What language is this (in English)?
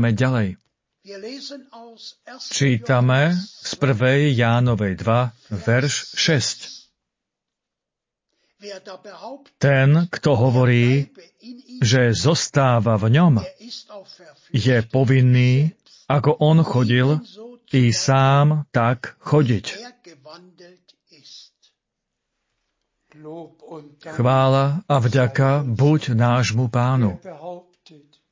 Slovak